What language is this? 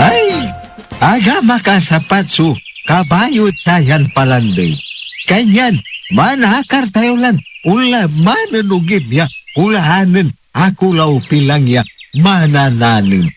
Pangasinan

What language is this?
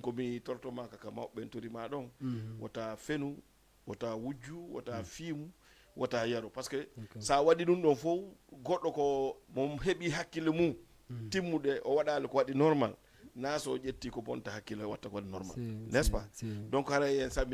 Fula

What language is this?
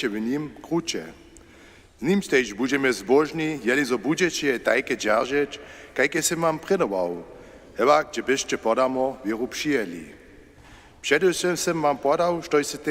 Upper Sorbian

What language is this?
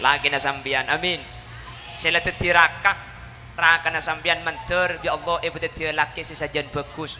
Madurese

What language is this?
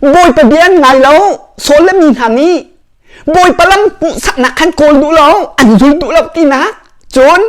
Hakha Chin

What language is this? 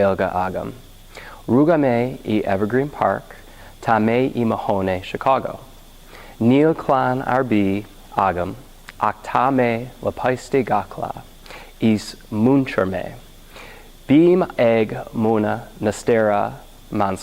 Irish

